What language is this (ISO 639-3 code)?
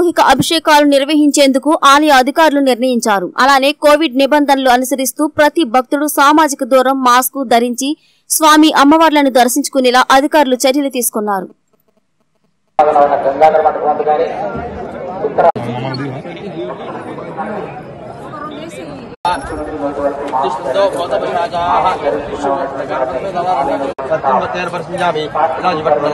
tel